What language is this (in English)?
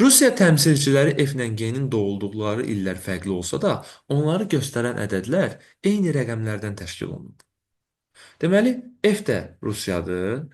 Azerbaijani